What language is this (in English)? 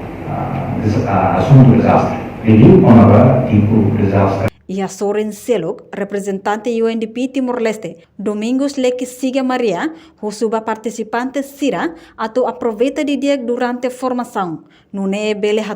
Tetum